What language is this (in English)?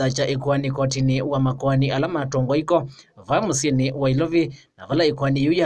Kamba